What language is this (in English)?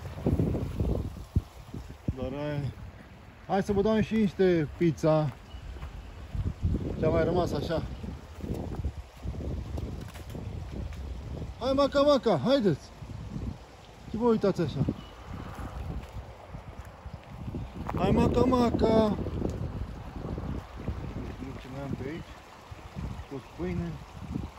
Romanian